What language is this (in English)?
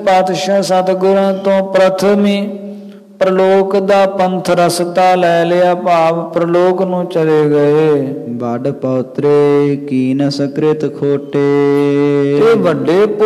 Punjabi